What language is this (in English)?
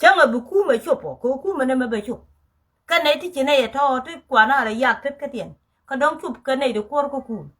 Nuer